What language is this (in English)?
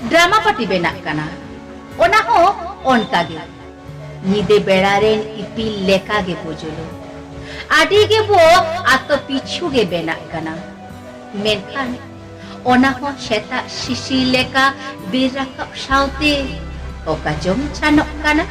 Santali